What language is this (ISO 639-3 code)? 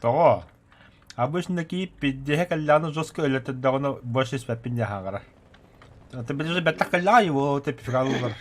sah